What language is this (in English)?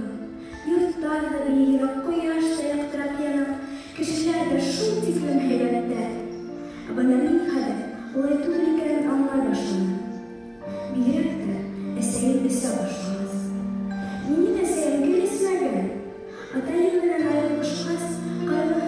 Bashkir